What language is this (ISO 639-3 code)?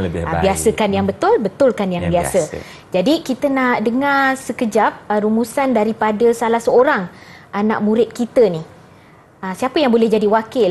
msa